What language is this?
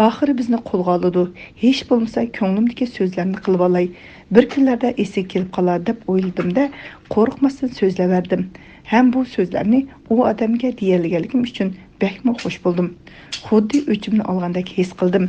Uyghur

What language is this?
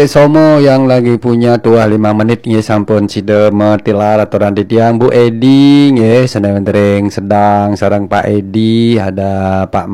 Balinese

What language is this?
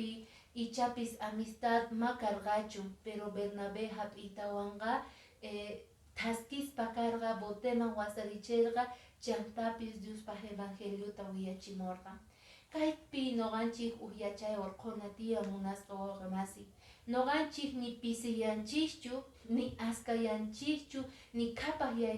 Quechua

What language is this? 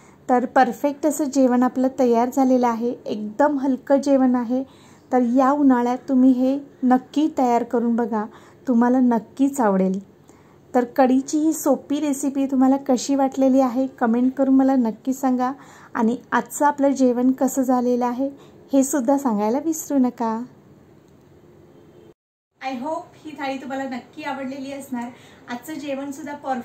Marathi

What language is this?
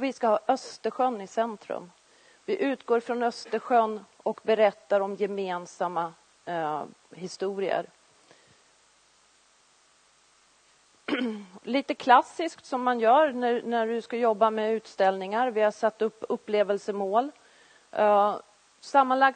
Swedish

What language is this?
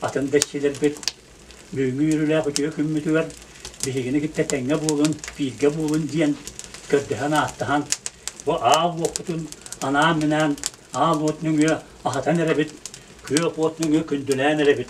Yakut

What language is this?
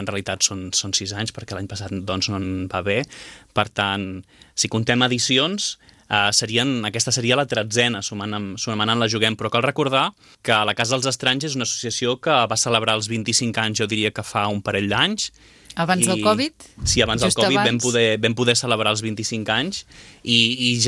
Catalan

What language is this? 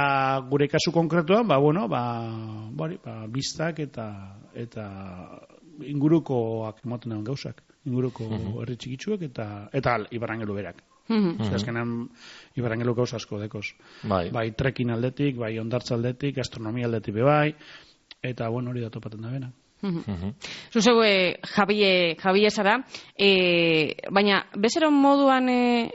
Basque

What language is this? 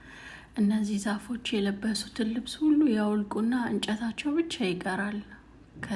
Amharic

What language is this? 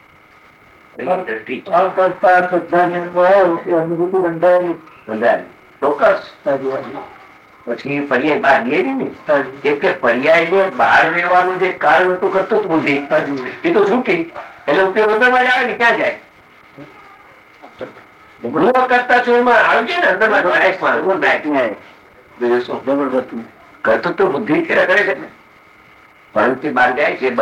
Gujarati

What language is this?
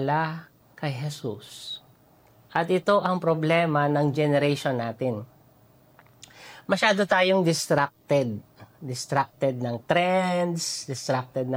Filipino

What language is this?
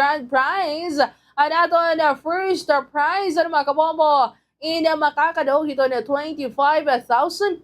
Waray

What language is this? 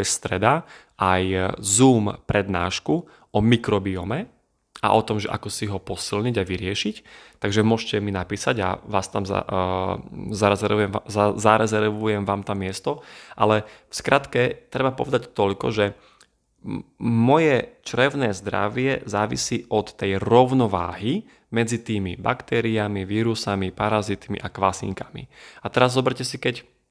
Slovak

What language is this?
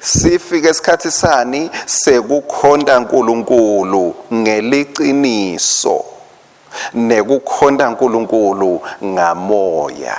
Swati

